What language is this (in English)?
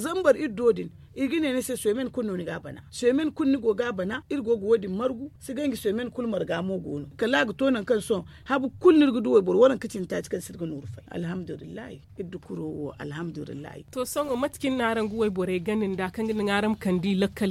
Zarma